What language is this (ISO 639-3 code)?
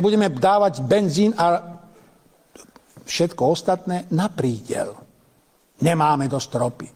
slk